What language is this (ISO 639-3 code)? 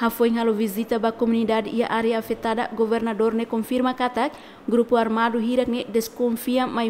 tet